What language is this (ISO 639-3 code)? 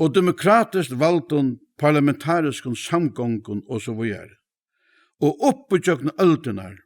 fao